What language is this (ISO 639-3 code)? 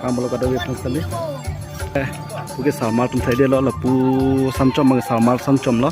mjw